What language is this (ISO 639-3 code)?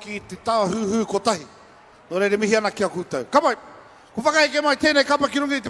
mri